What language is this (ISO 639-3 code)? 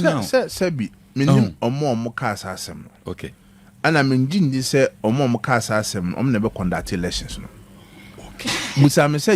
aka